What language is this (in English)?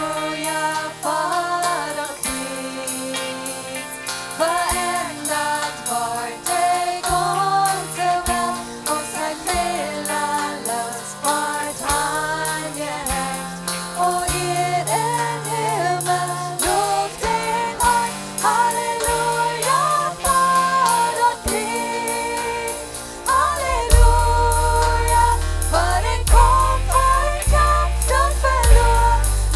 Plautdietsch